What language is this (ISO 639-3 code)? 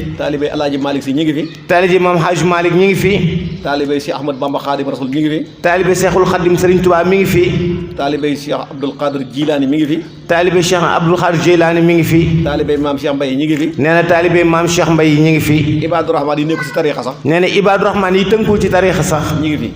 wol